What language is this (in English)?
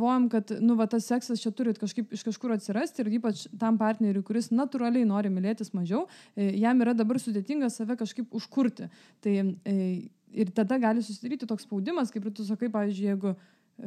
Lithuanian